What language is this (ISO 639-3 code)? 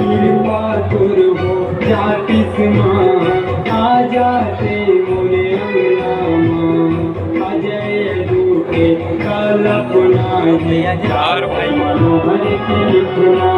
hne